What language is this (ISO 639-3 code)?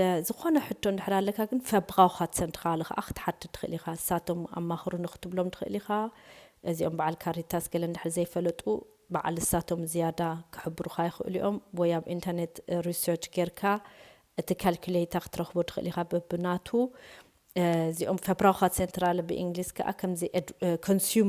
tir